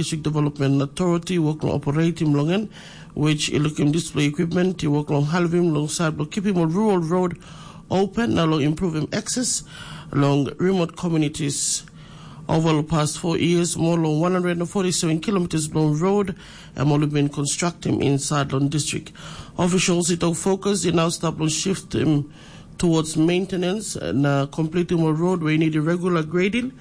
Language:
Tok Pisin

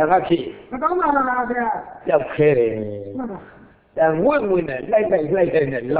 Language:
Burmese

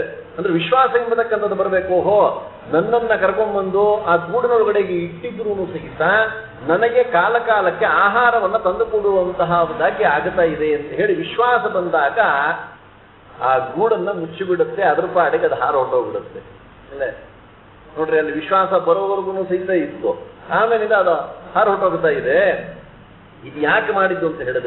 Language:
Kannada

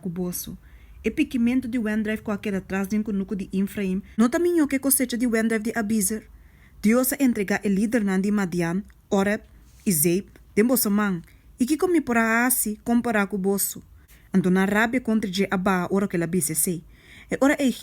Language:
Papiamento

